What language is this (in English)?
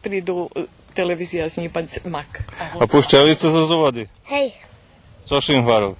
Rusyn